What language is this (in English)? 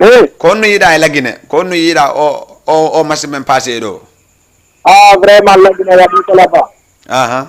Fula